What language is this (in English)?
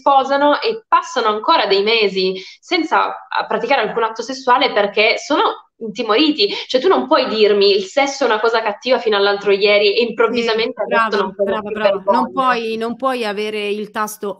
Italian